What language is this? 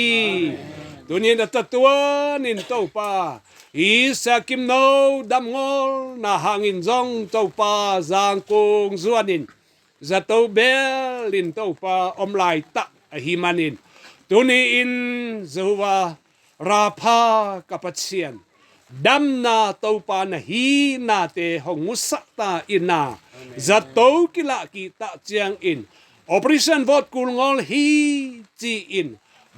Tedim Chin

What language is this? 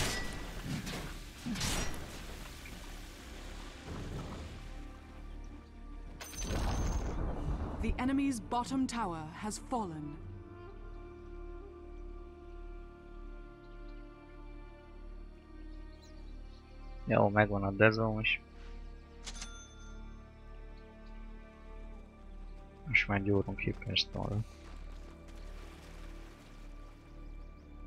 Hungarian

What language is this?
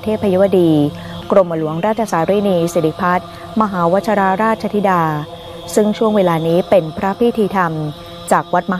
Thai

